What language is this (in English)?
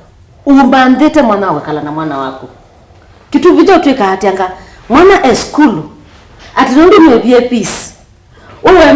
Kamba